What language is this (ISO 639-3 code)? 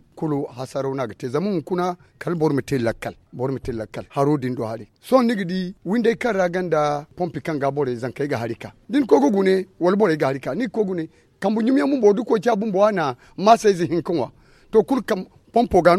dje